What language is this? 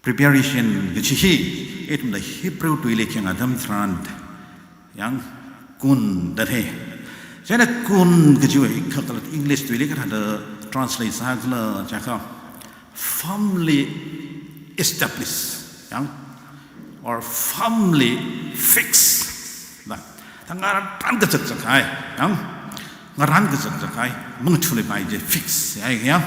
Tangkhul Naga (India)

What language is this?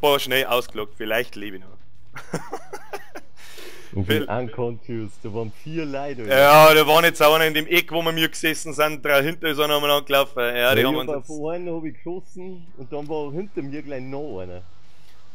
Bavarian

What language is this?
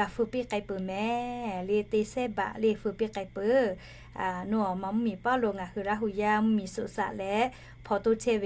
Lahu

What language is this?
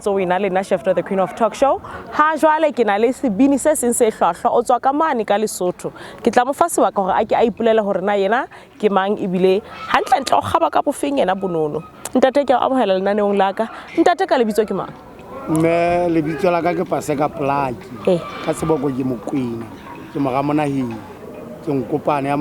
Southern Sotho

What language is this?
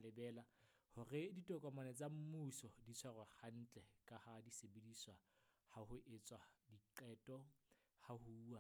Southern Sotho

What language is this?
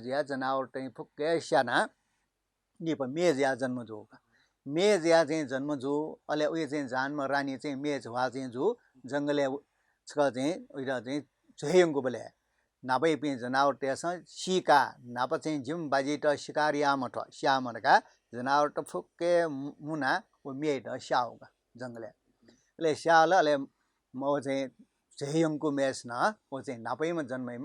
Newari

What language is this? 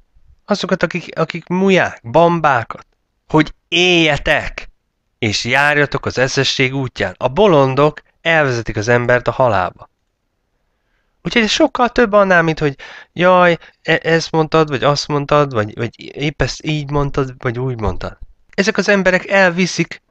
Hungarian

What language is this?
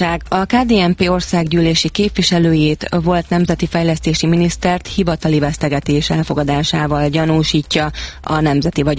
Hungarian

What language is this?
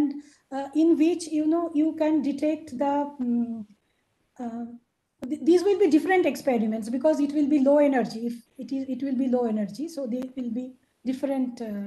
English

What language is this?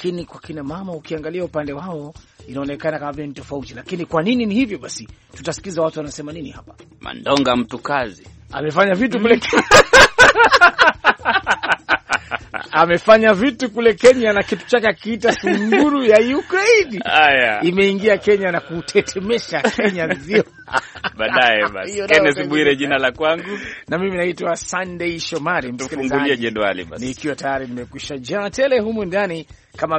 Swahili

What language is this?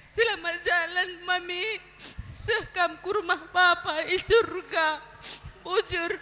Batak Karo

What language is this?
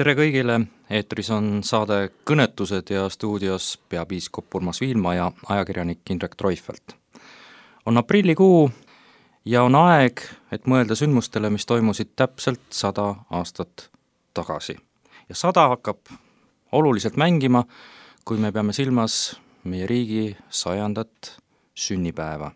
Estonian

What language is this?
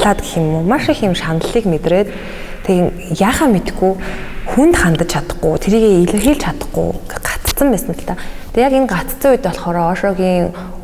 Mongolian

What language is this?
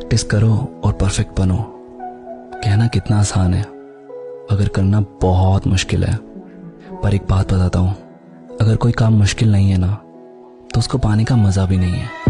Hindi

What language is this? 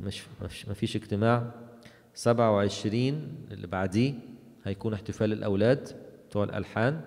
Egyptian Arabic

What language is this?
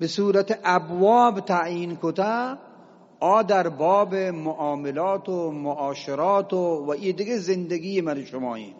Eastern Balochi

